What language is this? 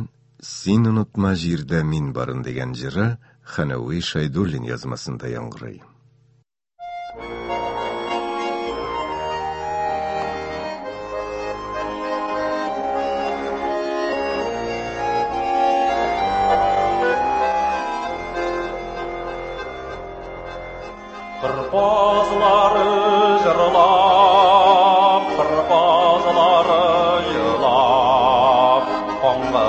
Tatar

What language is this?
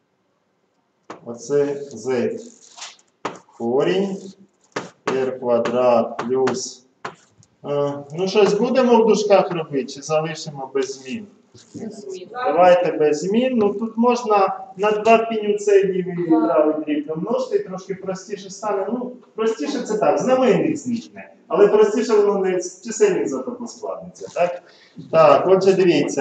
Ukrainian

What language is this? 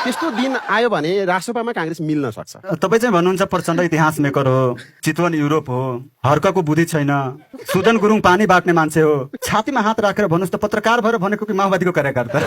Nepali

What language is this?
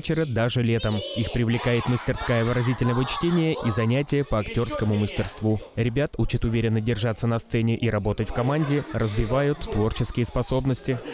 Russian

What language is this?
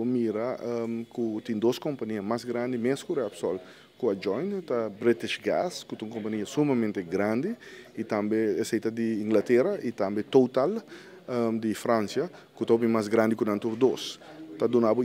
Papiamento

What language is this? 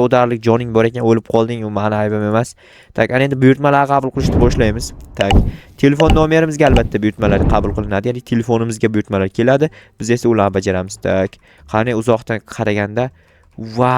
Uzbek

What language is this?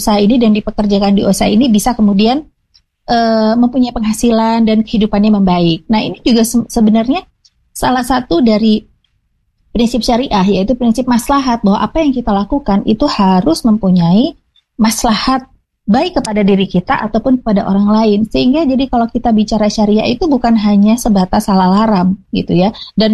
Indonesian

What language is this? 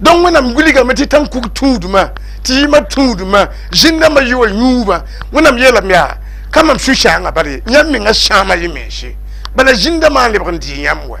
Mossi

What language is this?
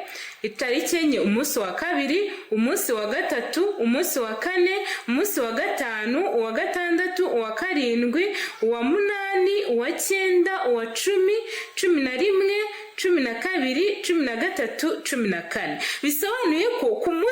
Kinyarwanda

